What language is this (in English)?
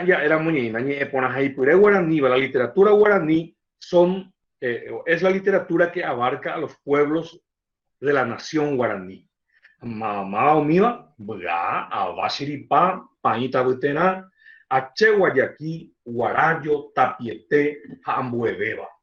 Guarani